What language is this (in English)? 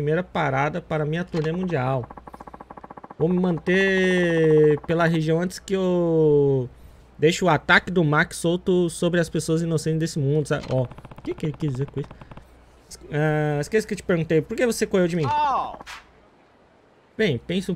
Portuguese